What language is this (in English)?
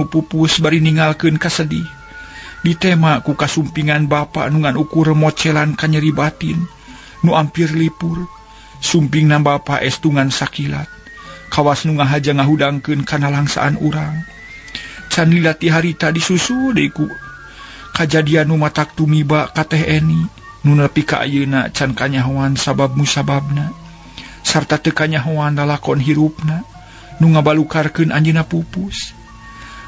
Sundanese